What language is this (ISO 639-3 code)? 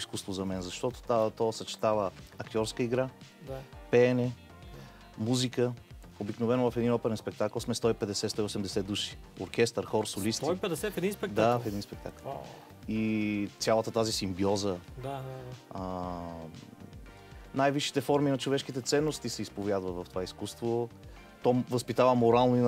bul